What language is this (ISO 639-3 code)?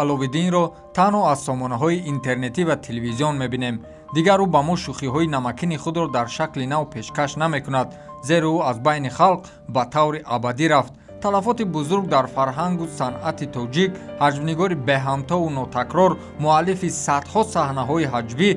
tgk